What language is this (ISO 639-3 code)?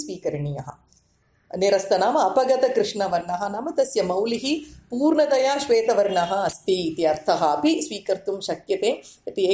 san